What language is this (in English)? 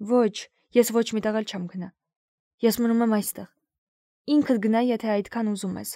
Armenian